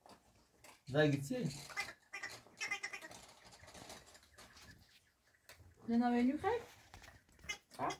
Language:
Persian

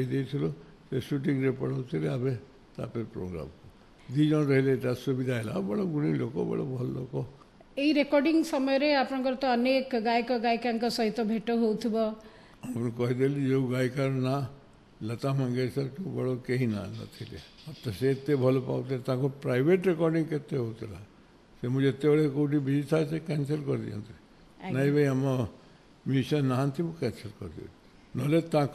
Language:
Odia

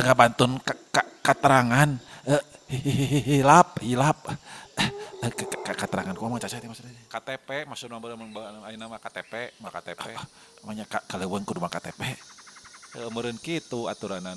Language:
Sundanese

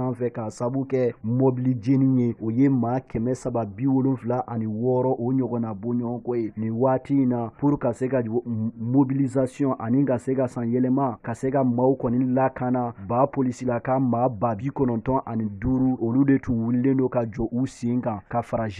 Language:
Bambara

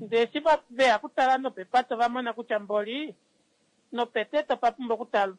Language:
Kuanyama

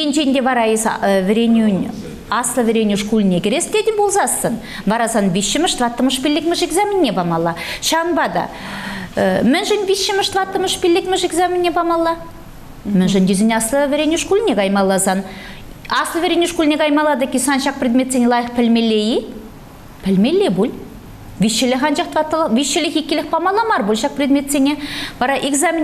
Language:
Chuvash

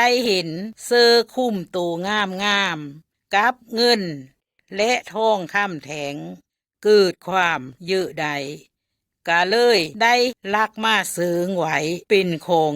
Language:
Lao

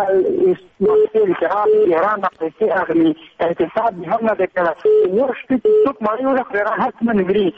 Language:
Persian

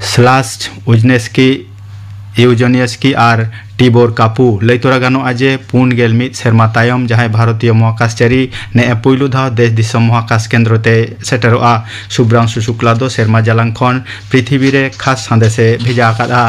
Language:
Santali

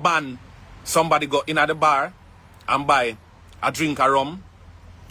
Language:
Jamaican Creole English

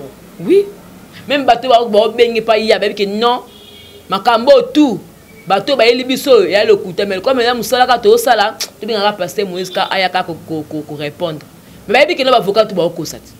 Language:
Lingala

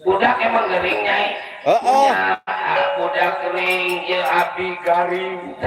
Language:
Betawi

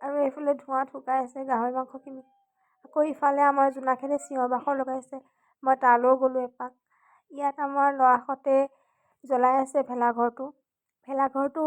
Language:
Assamese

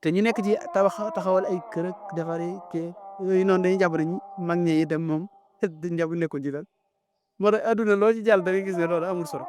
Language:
Wolof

